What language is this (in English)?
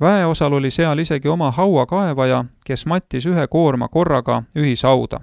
Estonian